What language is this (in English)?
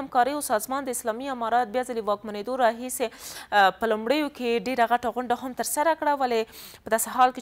Pashto